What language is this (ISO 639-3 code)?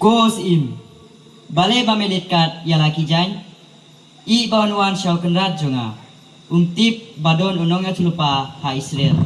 kha